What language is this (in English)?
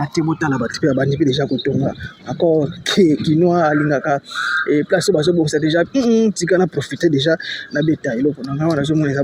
Lingala